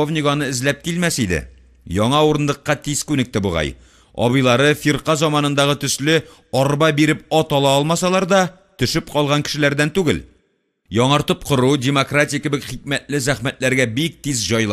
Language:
Tatar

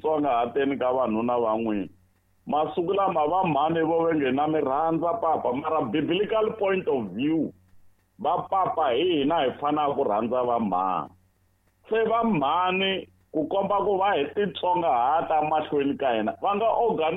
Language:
Tsonga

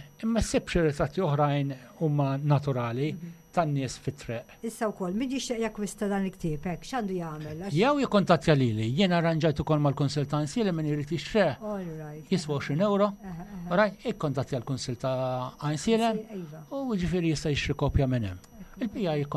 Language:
Maltese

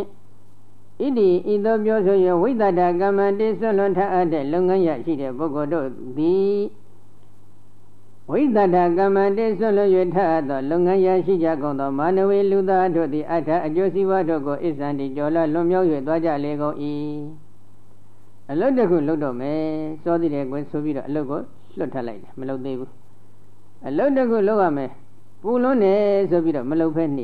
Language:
Burmese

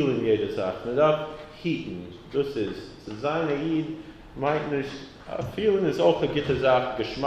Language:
Yiddish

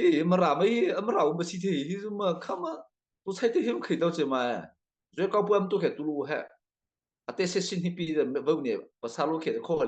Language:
Mara Chin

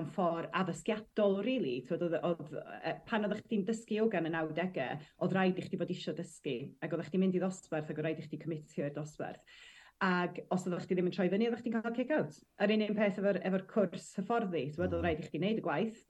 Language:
Welsh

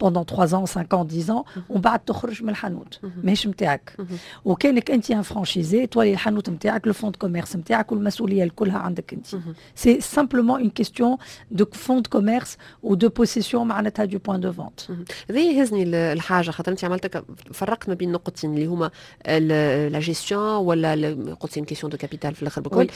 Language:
Tunisian Arabic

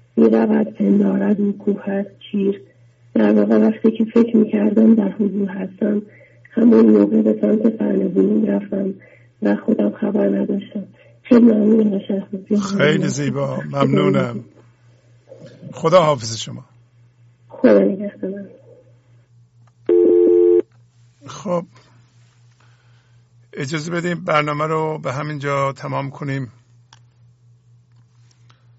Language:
Persian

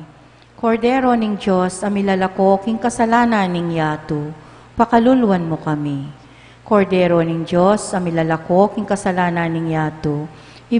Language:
Pampanga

